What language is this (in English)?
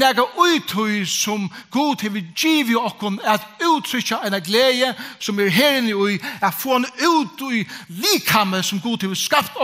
Faroese